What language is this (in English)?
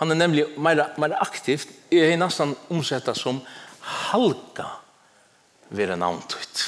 Faroese